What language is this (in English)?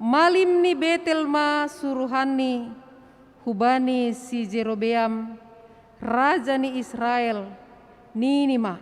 Batak Simalungun